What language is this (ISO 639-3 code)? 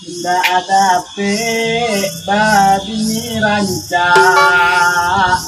min